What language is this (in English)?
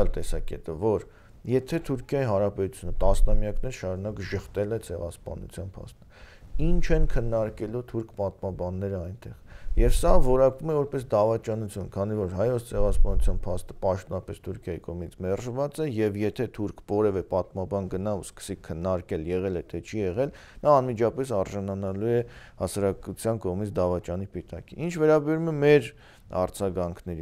Armenian